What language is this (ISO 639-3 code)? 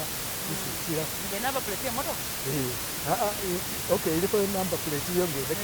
myx